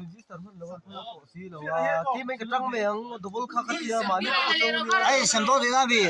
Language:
Mizo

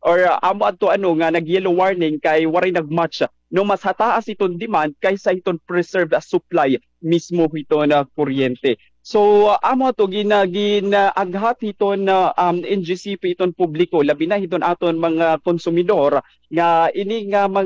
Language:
Waray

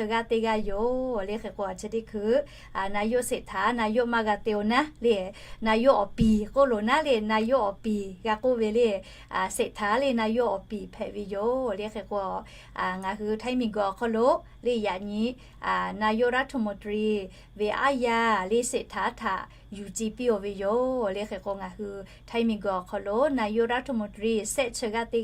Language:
Lahu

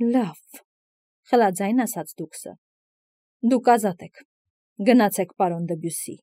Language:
Armenian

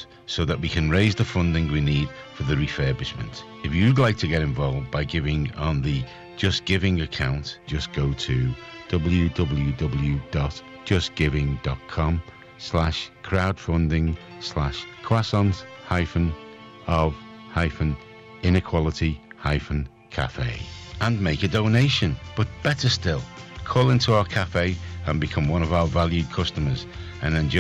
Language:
English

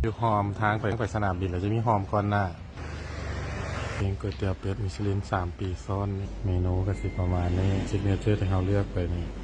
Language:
Lao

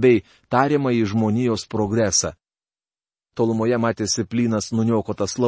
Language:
Lithuanian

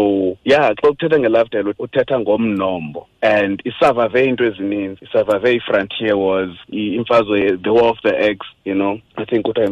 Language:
Xhosa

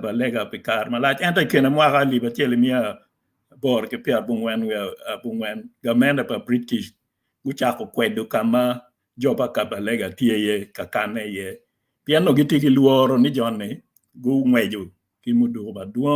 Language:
Acoli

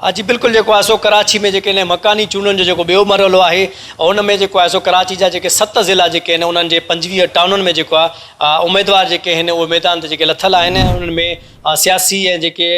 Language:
Sindhi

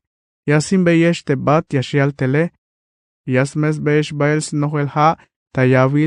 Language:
Tzeltal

